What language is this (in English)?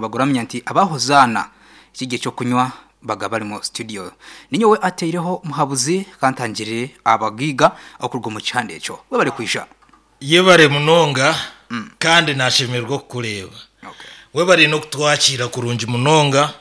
Nyankole